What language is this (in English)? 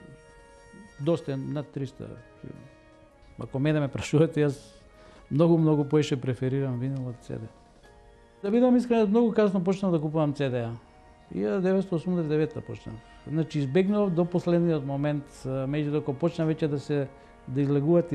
Macedonian